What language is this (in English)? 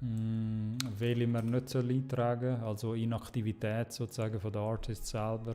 Swiss German